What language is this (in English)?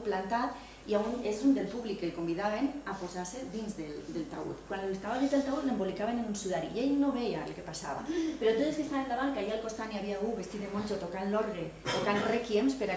Catalan